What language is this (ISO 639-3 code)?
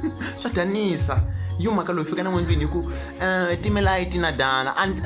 tso